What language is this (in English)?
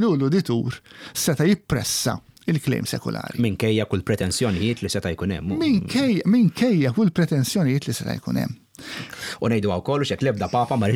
Maltese